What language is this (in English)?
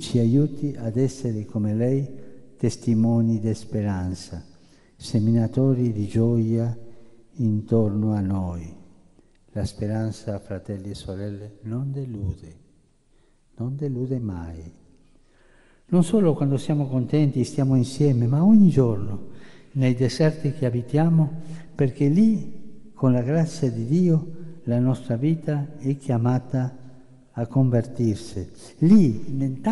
Italian